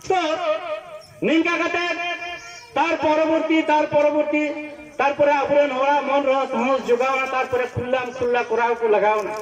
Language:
Santali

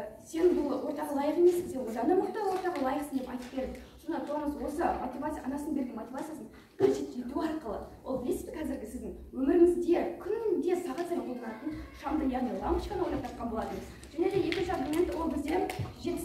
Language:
Kazakh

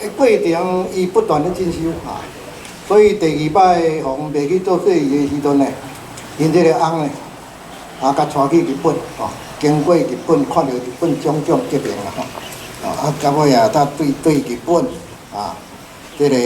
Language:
Min Nan Chinese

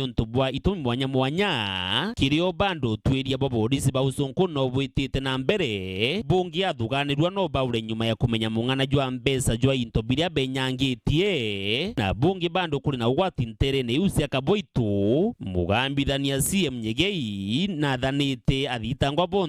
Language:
Meru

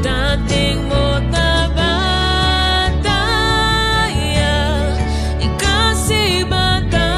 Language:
Papiamento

